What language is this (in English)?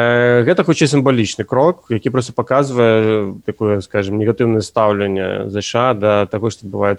Belarusian